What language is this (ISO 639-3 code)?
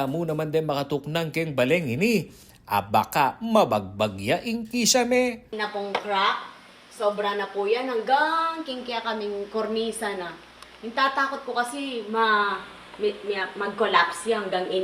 pam